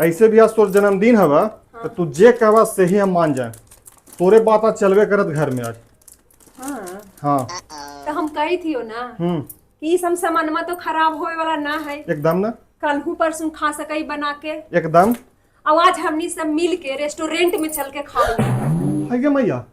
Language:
Magahi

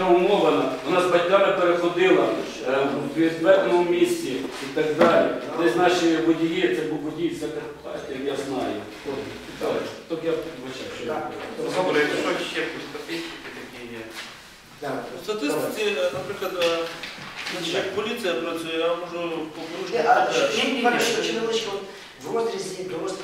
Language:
Ukrainian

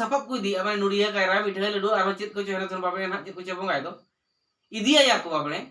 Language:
Santali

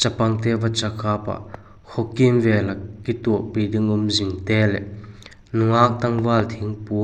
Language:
Vaiphei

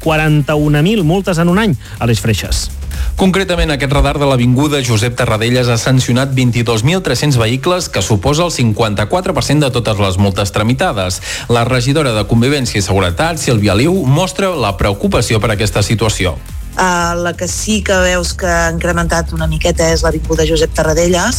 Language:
Catalan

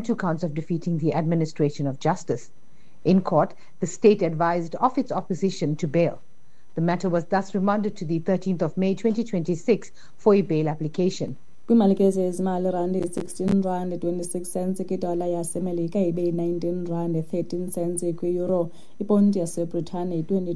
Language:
Xhosa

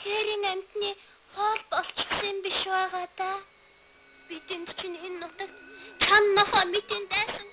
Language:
Mongolian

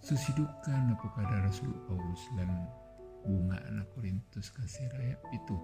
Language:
Toraja-Sa'dan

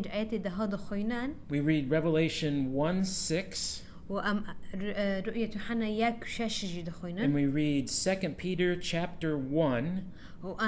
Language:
Kurdish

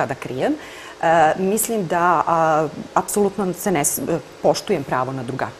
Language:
Serbian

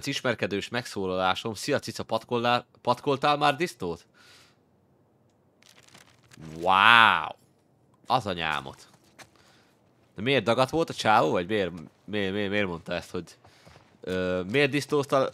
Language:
Hungarian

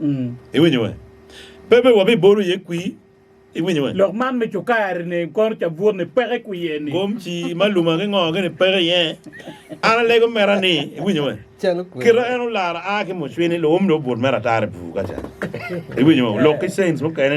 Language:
Acoli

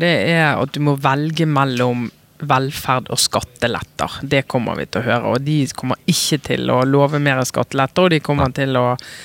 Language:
Norwegian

